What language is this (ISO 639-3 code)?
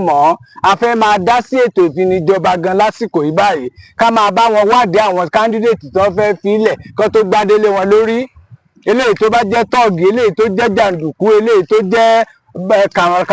yor